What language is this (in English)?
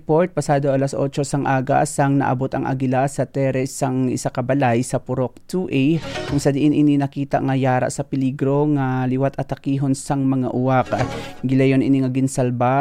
Hiligaynon